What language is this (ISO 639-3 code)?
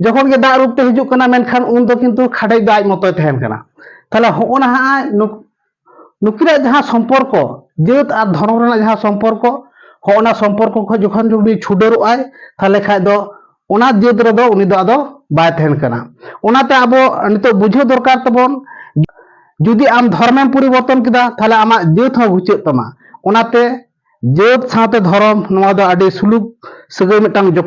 sat